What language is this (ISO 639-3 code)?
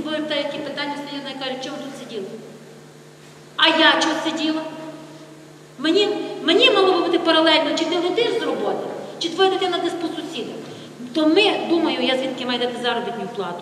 ukr